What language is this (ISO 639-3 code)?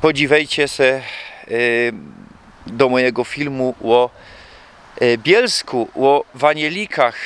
szl